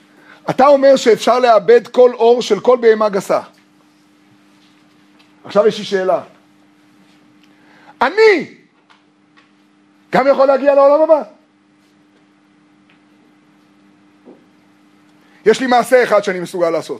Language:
Hebrew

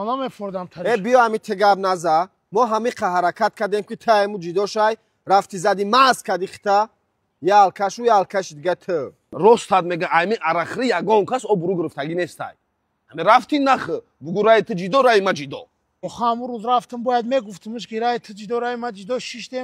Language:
Tajik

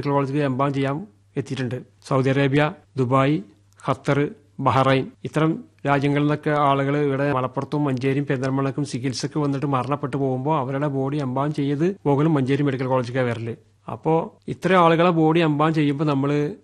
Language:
Malayalam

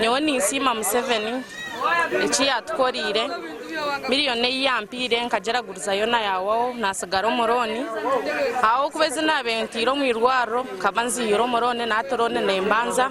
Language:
Nyankole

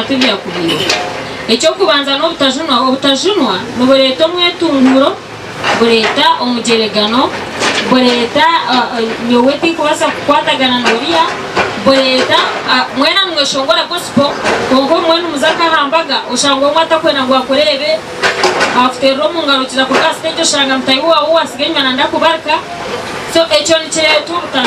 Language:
Nyankole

